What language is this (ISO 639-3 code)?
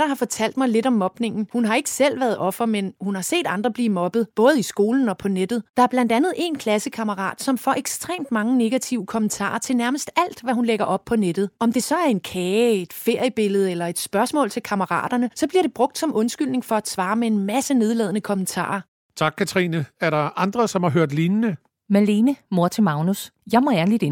dan